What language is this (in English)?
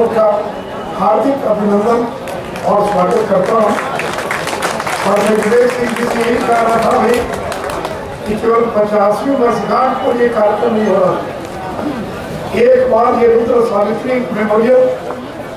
Hindi